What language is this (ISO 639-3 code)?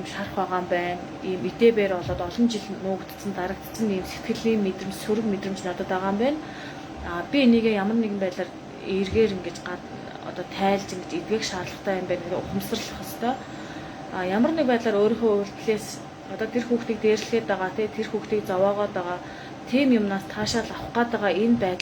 mon